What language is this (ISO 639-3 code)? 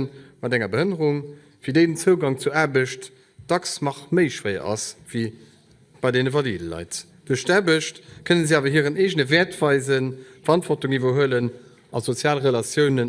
ltz